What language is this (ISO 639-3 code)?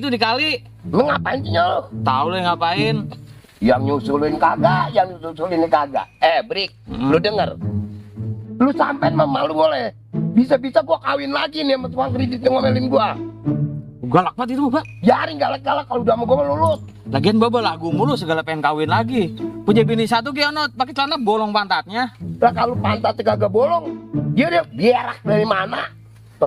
bew